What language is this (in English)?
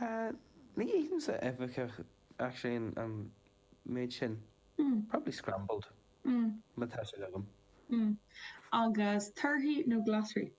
Irish